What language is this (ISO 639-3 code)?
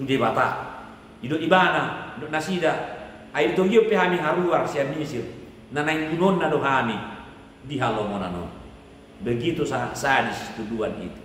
bbc